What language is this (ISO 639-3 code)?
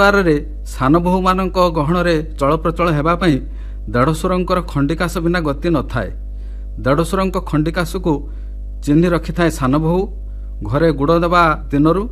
ori